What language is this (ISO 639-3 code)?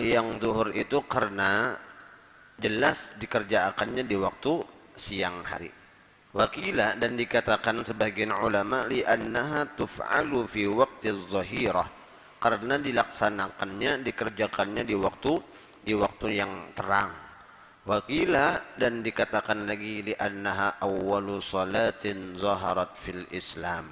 bjn